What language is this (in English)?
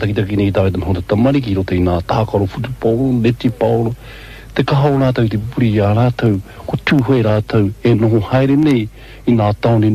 Māori